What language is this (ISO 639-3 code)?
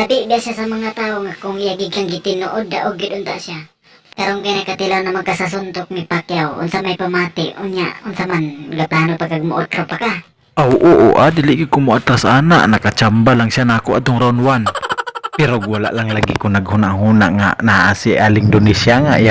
ceb